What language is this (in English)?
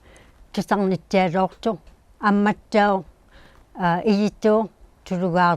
Inuktitut